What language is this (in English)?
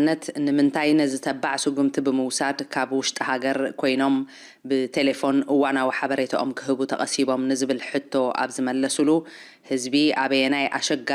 Tigrinya